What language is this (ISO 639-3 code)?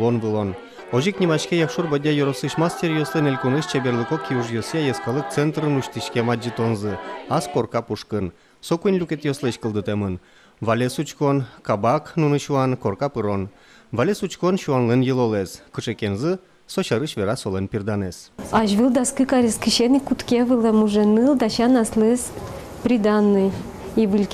udm